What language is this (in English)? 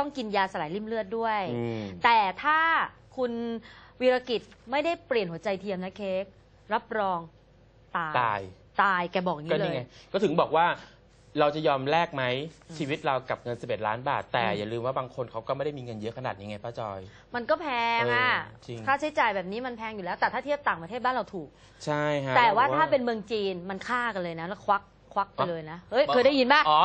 Thai